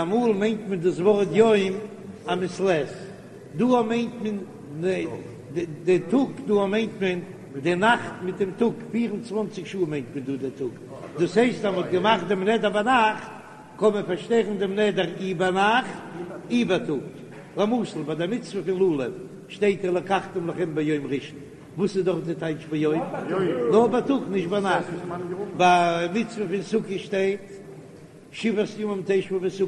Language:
Yiddish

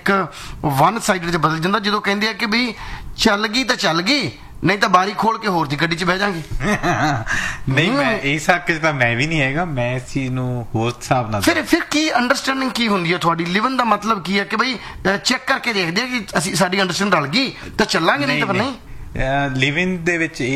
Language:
Punjabi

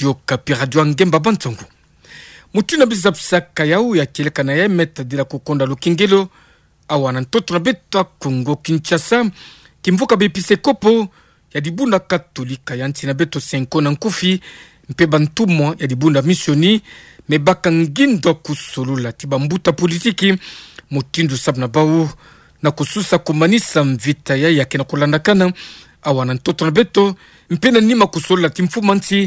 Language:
Kituba (Democratic Republic of Congo)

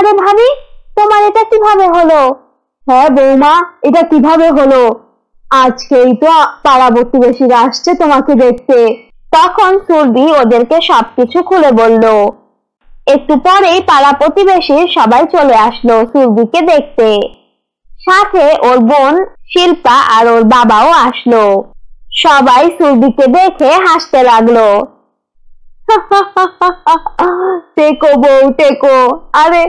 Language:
Bangla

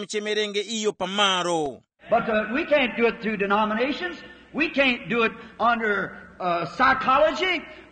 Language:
Tumbuka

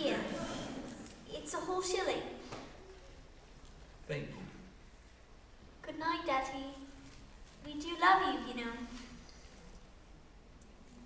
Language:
English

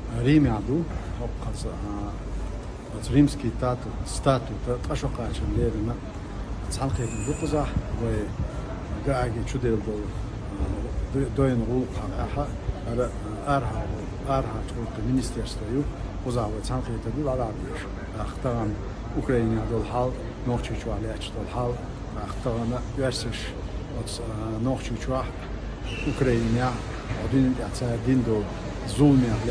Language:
Chechen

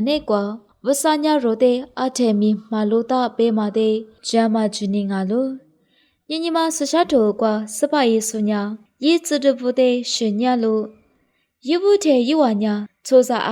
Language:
Lisu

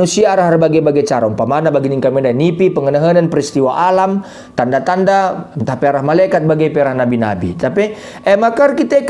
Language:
Batak Karo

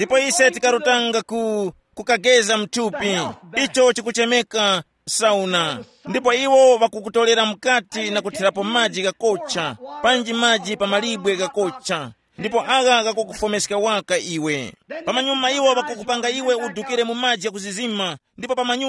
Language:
Tumbuka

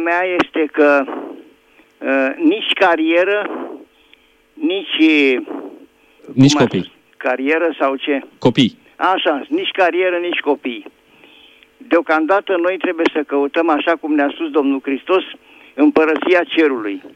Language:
Romanian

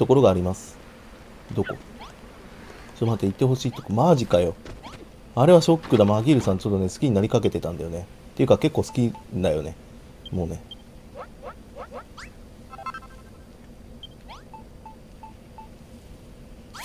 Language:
Japanese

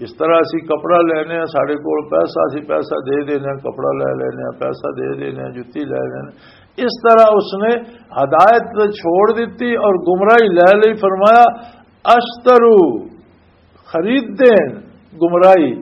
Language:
Western Panjabi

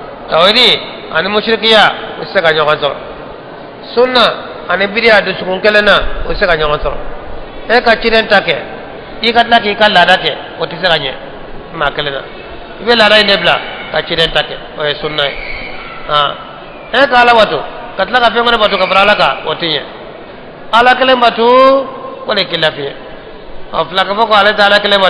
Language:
Bambara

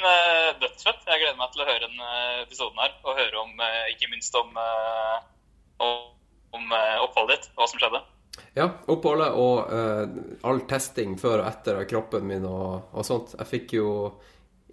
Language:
Norwegian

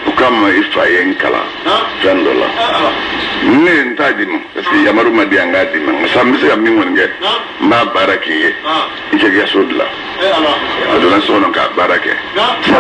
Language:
Bambara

